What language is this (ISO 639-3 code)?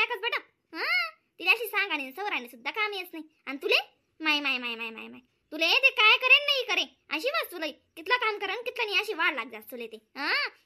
khn